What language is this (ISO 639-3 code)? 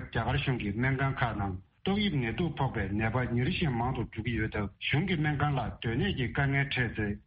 bod